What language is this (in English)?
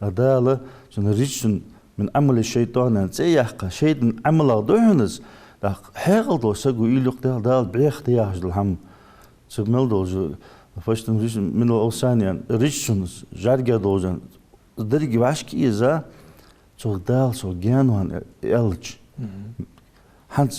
Ingush